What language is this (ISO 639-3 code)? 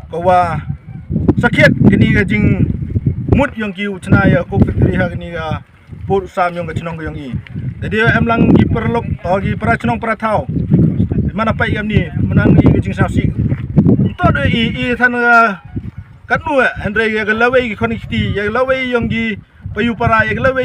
pbv